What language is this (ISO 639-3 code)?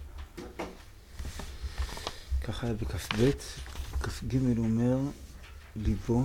heb